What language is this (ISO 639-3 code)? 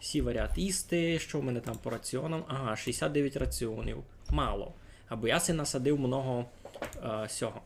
rue